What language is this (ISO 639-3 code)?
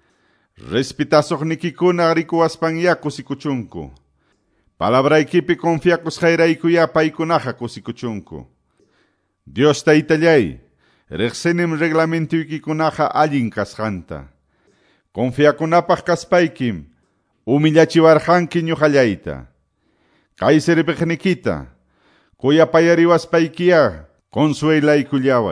que